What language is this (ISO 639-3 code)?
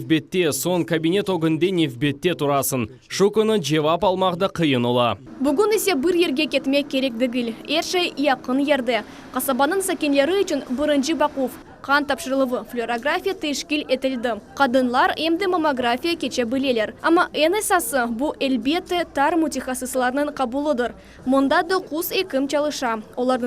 crh